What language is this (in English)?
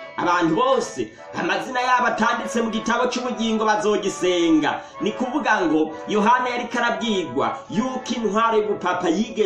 Rundi